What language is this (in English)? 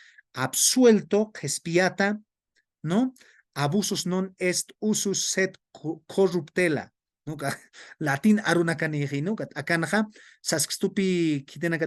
Aymara